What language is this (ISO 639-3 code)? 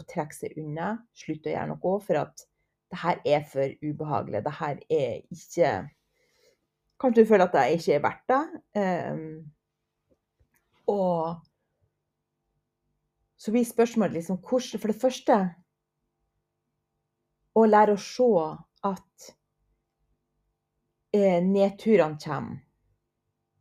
nor